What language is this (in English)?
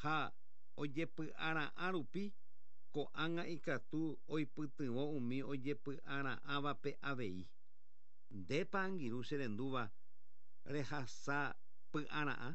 Guarani